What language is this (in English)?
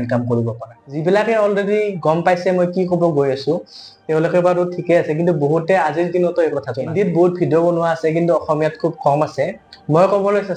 Assamese